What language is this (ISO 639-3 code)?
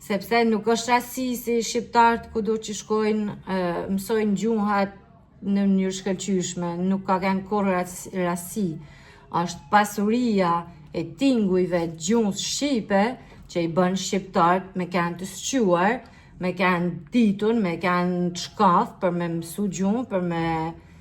sqi